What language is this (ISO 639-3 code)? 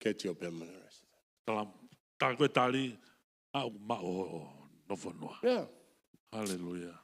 ton